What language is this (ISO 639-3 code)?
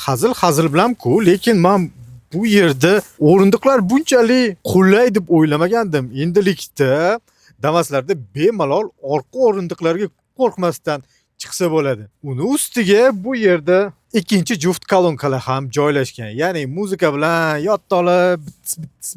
uzb